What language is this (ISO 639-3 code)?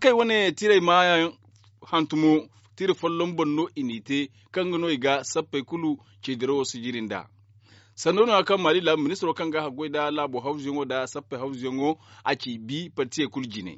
dje